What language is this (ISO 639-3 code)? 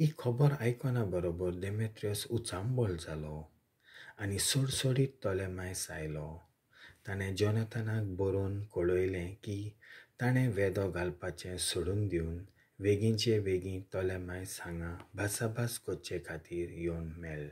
kok